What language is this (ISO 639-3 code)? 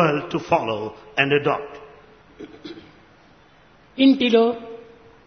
tel